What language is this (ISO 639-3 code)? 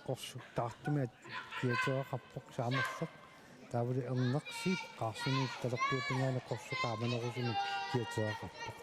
kal